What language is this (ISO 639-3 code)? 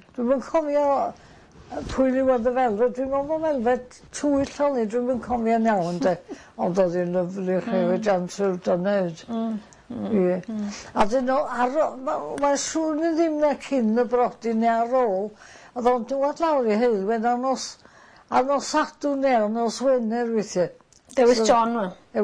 cym